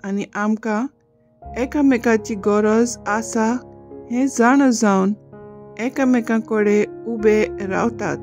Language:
Konkani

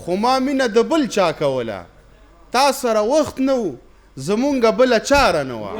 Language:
Pashto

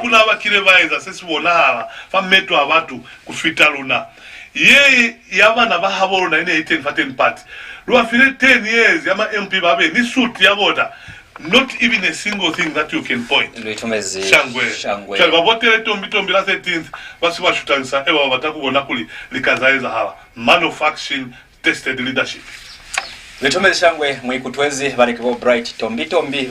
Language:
Lozi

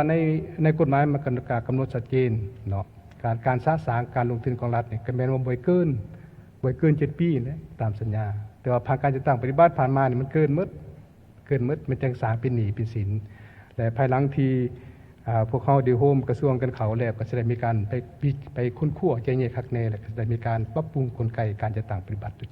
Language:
Lao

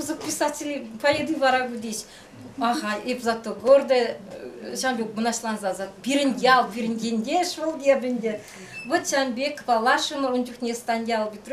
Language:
Chuvash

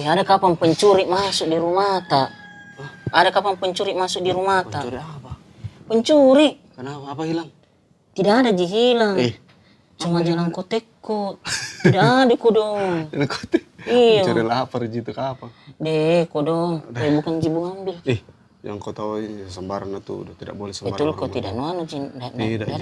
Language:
Makassar Malay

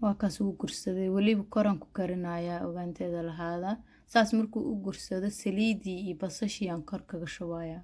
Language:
Somali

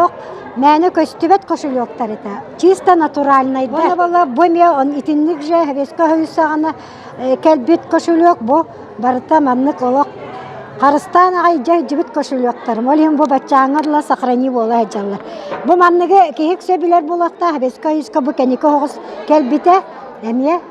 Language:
Yakut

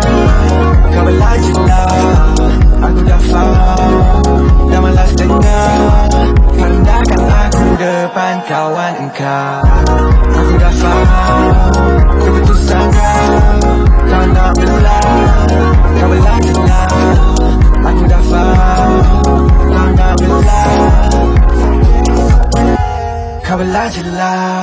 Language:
Malay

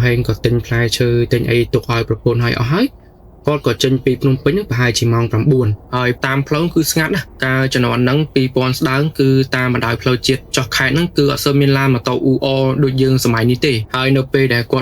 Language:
Khmer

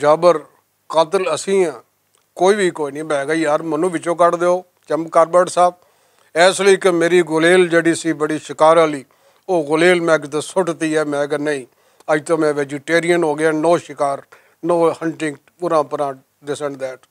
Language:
Western Panjabi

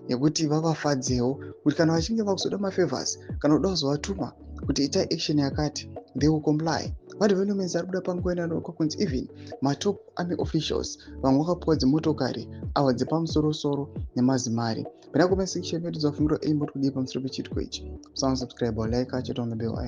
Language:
Shona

